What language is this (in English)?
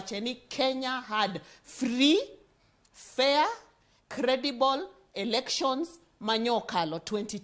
Luo (Kenya and Tanzania)